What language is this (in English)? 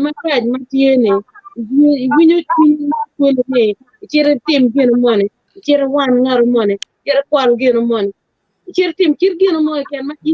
Acoli